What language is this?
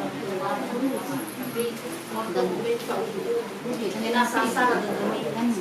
Nias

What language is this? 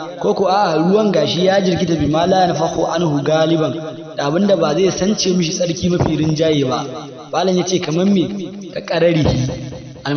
Hausa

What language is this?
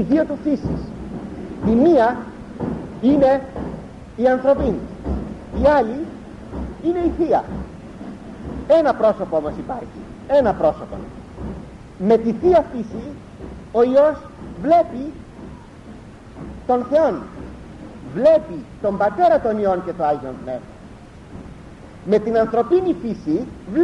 Greek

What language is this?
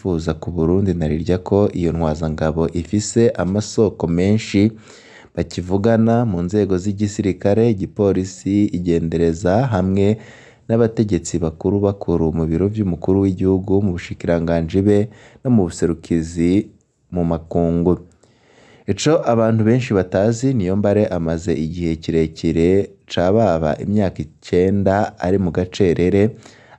Rundi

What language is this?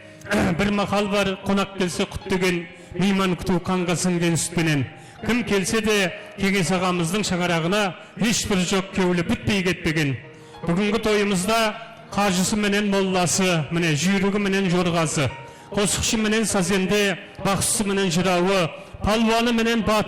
Kara-Kalpak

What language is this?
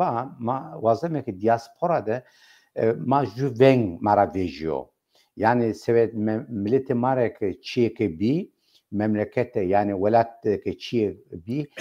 Zaza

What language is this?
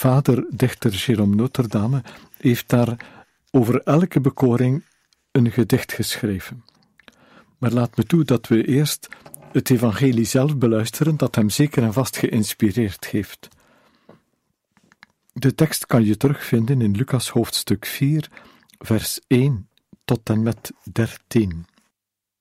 Dutch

